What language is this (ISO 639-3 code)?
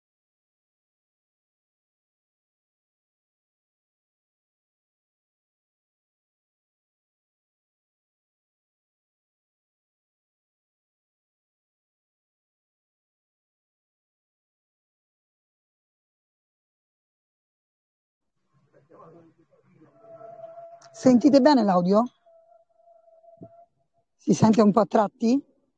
ita